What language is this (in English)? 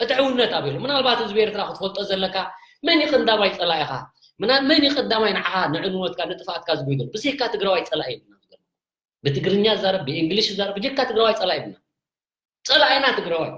Tigrinya